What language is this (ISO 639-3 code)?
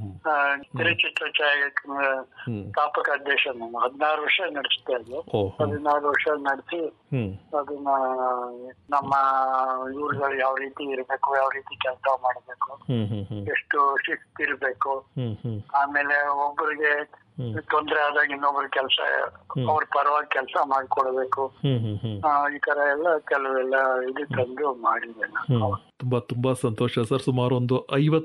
kan